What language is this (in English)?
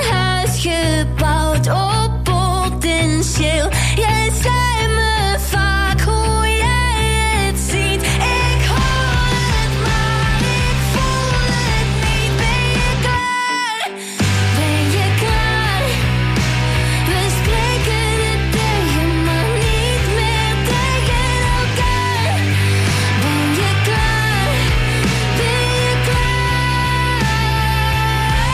Dutch